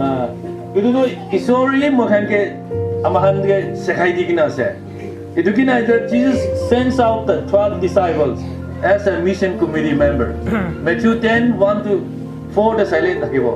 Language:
Naga Pidgin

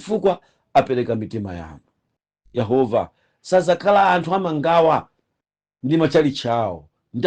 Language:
Nyanja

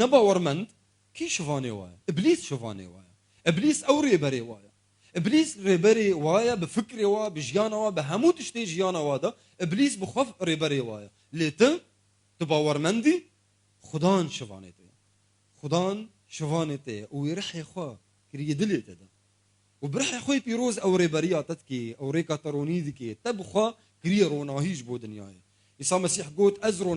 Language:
Kurdish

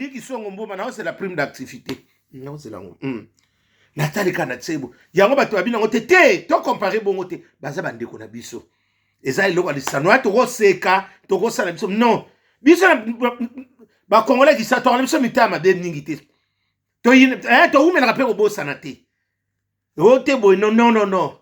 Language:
Lingala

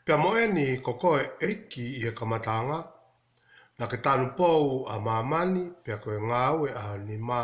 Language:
Tongan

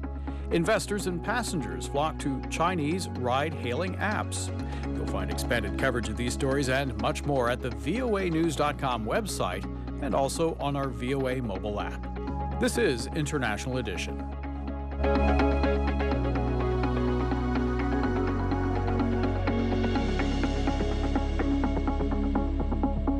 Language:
English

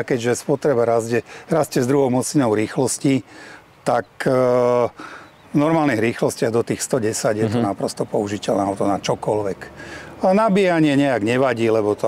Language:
Slovak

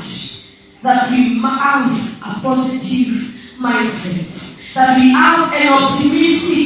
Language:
Swahili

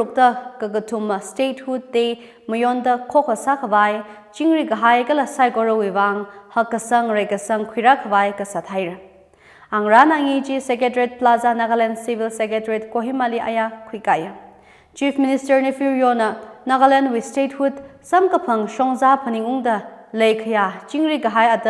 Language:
Tangkhul Naga (India)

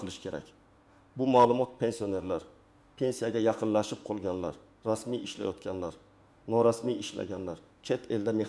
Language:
Uzbek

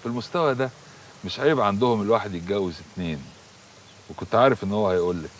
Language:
Egyptian Arabic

